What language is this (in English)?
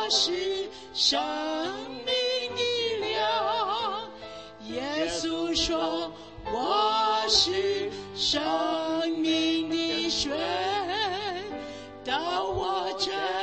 Chinese